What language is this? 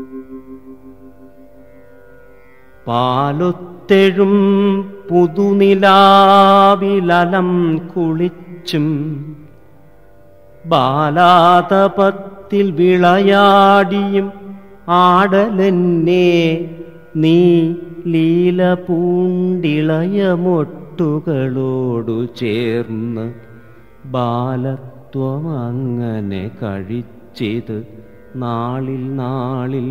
Malayalam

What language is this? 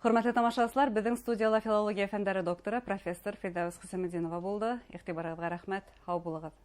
Bashkir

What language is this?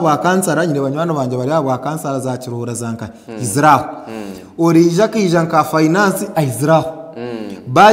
Nyankole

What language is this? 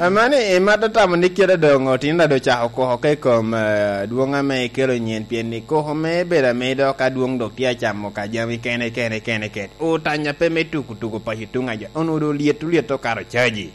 Lango (Uganda)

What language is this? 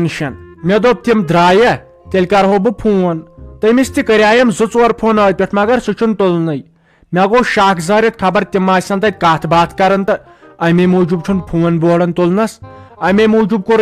Kashmiri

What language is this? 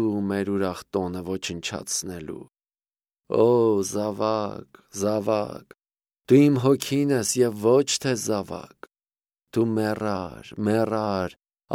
Armenian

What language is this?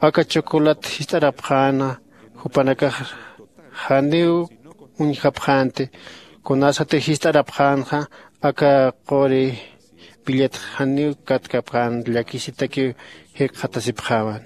Aymara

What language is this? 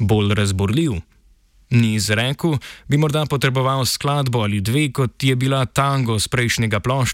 Slovenian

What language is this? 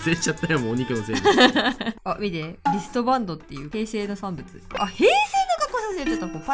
Japanese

